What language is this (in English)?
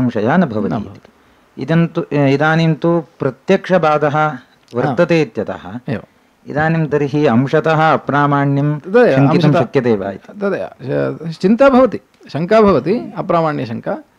Sanskrit